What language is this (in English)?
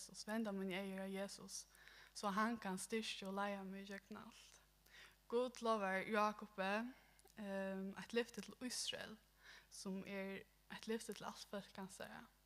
Faroese